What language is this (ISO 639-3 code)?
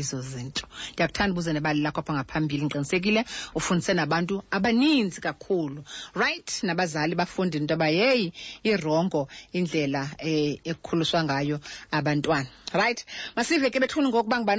xho